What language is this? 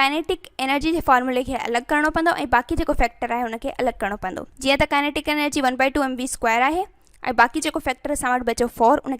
Sindhi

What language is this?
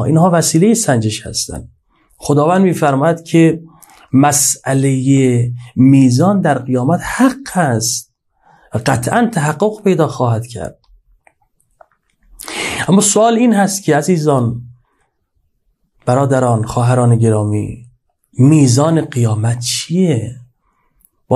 Persian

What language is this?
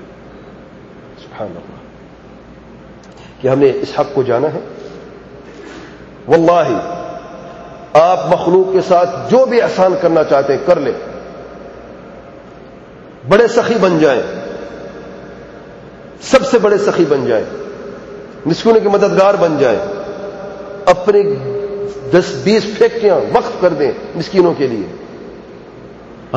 Urdu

